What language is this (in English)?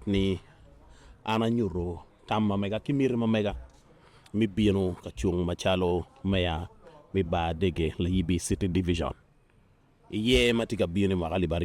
Acoli